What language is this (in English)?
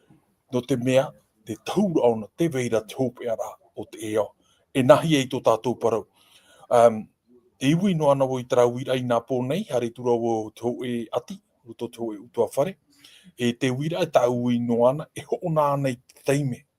Tahitian